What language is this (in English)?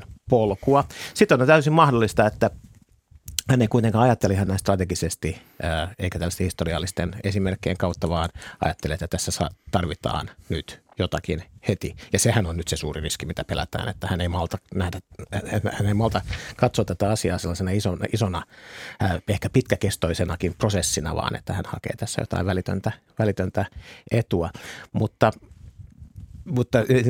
Finnish